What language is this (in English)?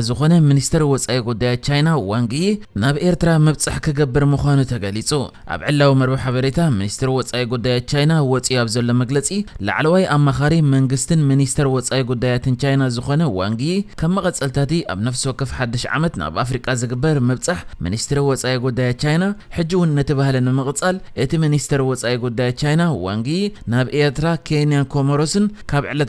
Tigrinya